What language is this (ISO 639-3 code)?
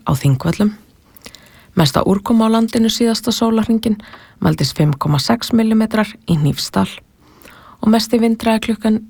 isl